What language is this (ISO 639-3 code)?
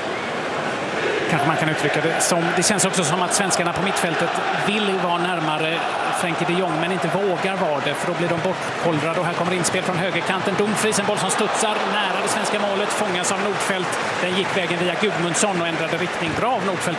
swe